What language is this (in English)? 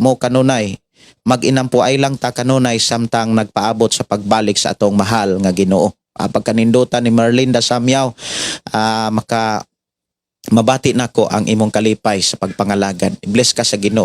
Cebuano